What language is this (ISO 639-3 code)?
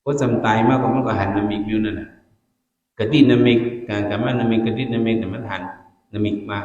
shn